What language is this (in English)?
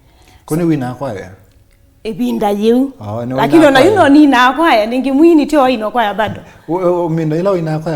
Kamba